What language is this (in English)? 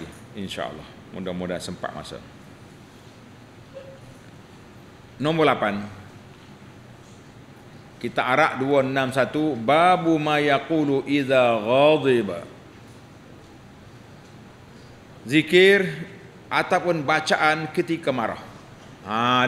Malay